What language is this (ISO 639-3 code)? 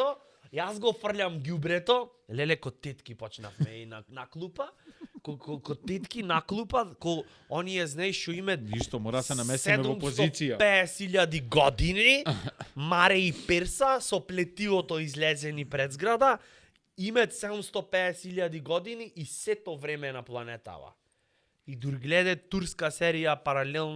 mkd